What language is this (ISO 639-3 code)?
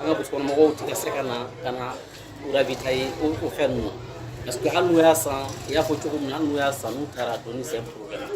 bam